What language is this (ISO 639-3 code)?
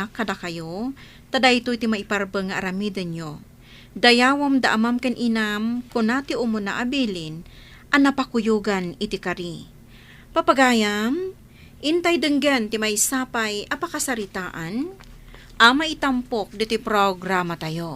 ilo